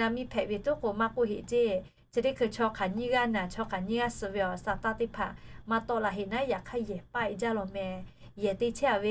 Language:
Lahu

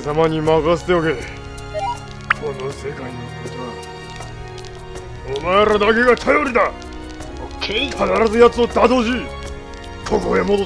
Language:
Japanese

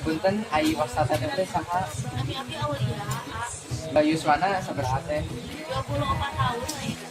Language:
Sundanese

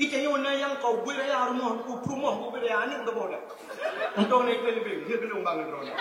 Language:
Achinese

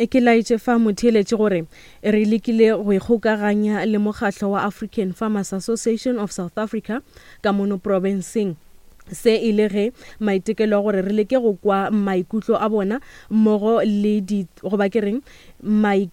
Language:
Northern Sotho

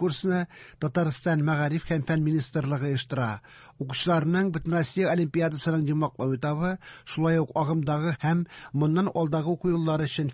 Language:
Tatar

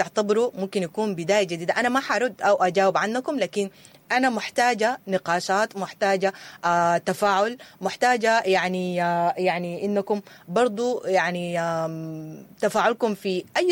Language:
Sudanese Arabic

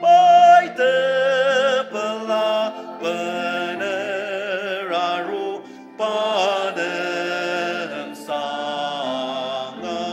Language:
Ao Naga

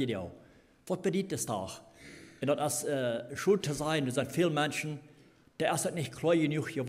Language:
Plautdietsch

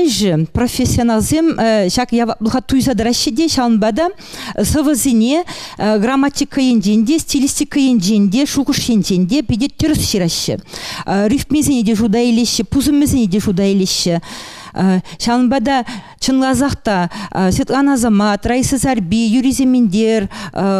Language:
Chuvash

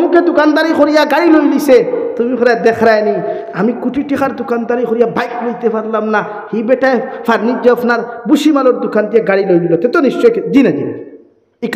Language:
Sylheti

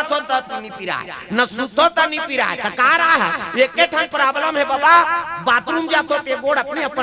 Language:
Chhattisgarhi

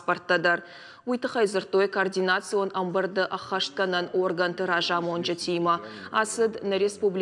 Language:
Ossetic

